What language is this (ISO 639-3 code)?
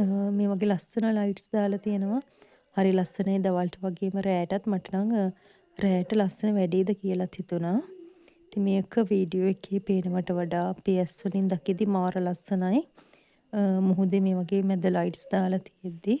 sin